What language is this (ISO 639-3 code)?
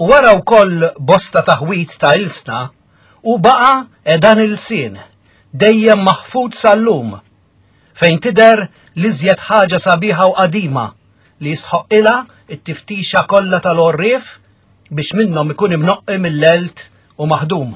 mlt